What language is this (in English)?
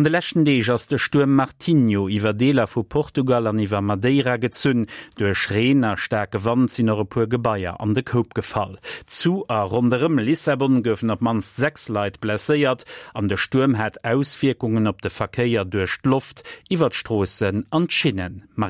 Luxembourgish